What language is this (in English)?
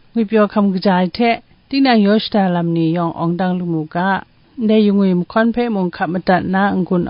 Kachin